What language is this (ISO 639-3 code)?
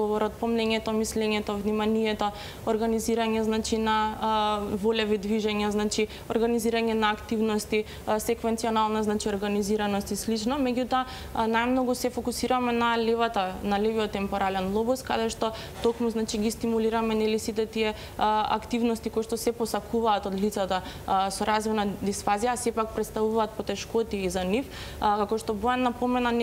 mkd